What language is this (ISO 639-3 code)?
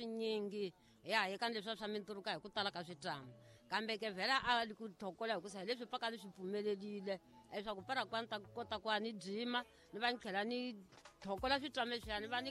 tso